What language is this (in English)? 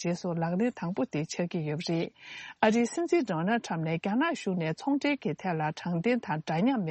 Tibetan